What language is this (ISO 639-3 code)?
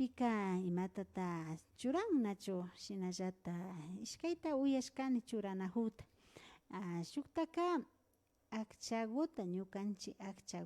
qvi